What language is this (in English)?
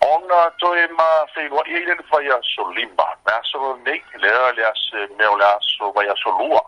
Samoan